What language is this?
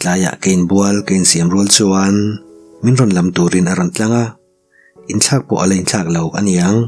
Mizo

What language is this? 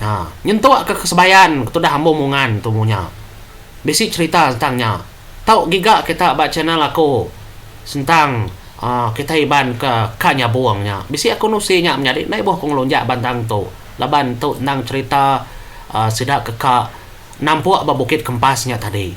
Iban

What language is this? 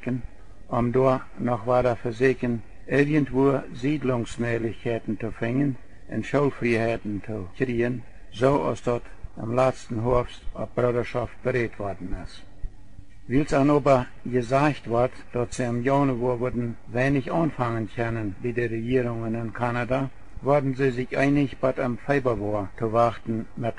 Plautdietsch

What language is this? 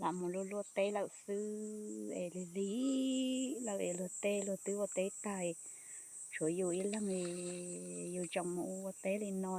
Hmong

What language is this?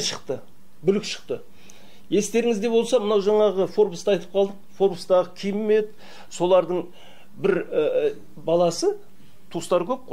Kazakh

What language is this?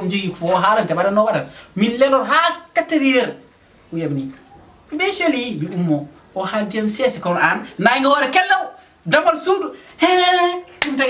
Fula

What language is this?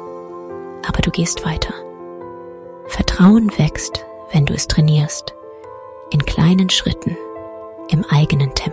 German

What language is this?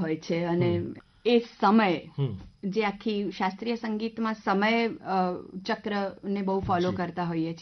Gujarati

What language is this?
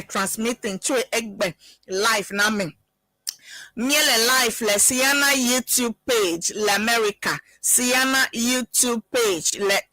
Ewe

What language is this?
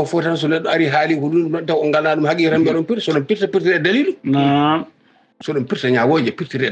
Fula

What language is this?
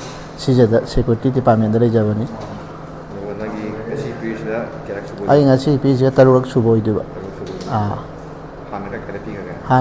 Manipuri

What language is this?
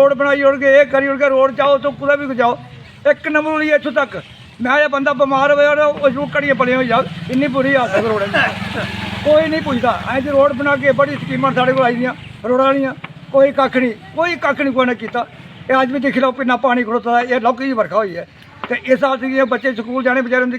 Dogri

